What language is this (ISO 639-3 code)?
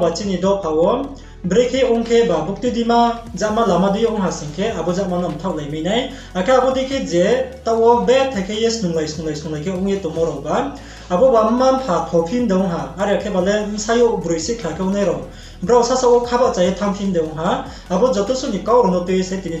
ria